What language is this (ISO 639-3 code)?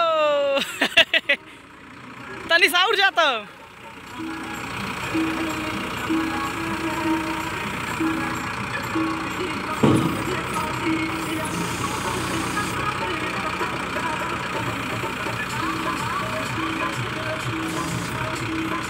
bho